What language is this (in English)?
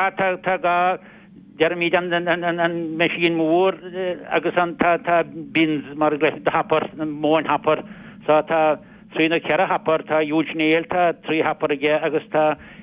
Irish